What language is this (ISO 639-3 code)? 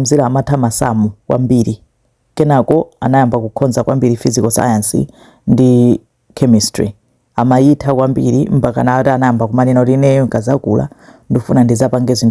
nya